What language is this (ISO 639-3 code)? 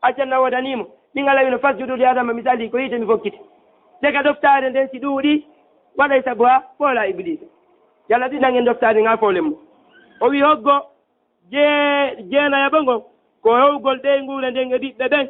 ful